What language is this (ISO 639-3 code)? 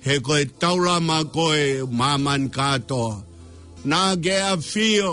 ton